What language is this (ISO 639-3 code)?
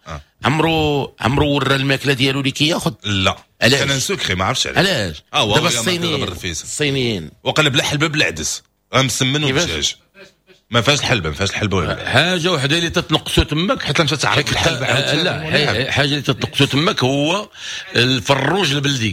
ary